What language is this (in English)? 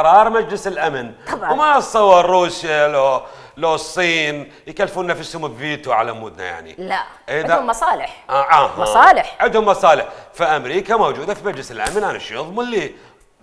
Mesopotamian Arabic